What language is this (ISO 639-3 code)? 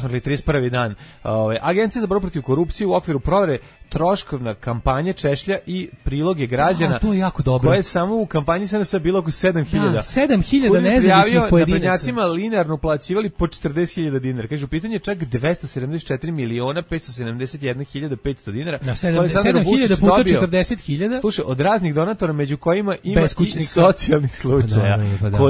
srp